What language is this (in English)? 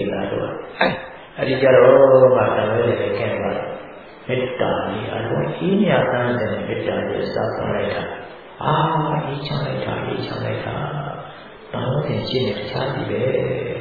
Burmese